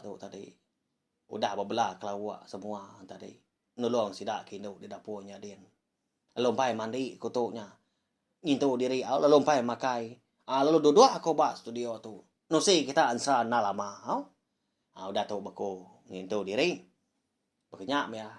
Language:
Iban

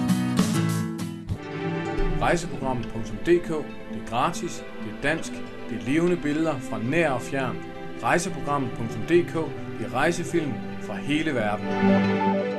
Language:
Danish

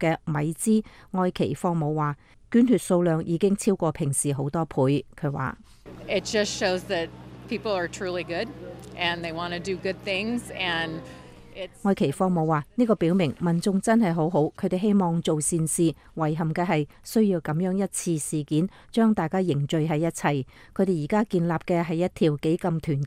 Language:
Cantonese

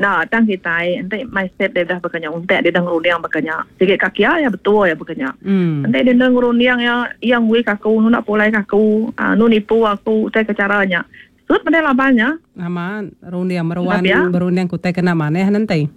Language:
Iban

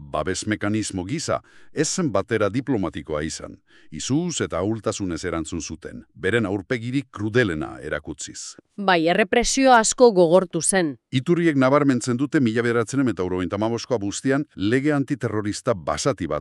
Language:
Basque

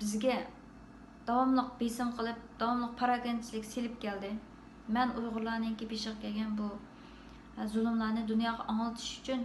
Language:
Uyghur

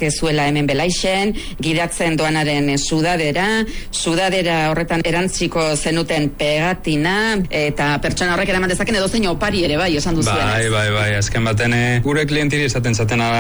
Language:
Basque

